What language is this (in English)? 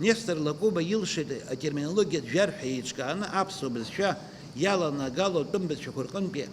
Abkhazian